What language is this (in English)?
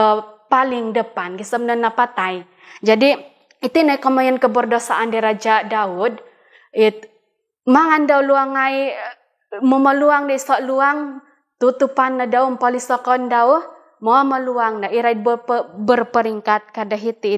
Central Dusun